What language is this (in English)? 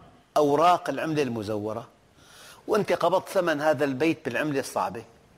Arabic